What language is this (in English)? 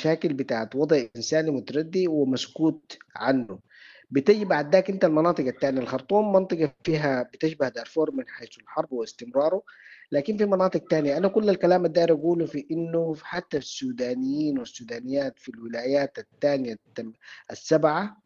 Sudanese Arabic